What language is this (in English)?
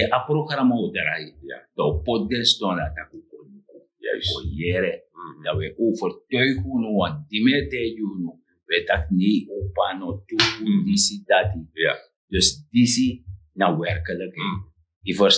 Sranan Tongo